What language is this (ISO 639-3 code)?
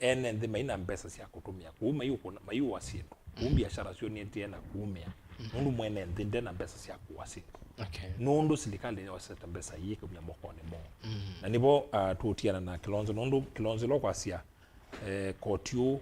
kam